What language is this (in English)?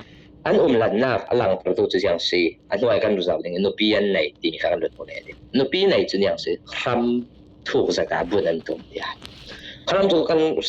Falam Chin